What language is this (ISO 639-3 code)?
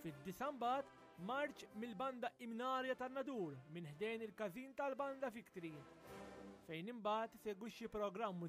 mlt